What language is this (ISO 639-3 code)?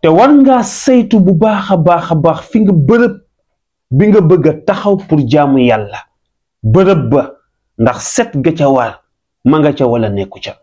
wol